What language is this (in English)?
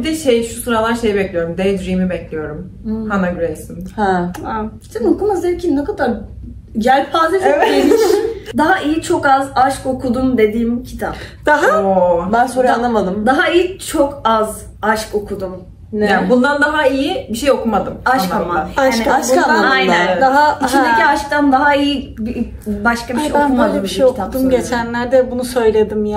Turkish